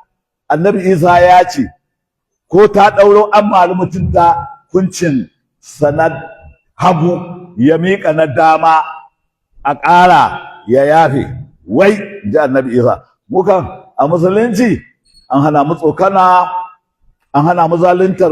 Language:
Hausa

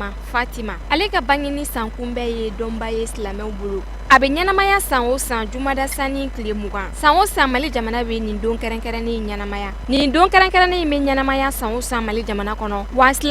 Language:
Bambara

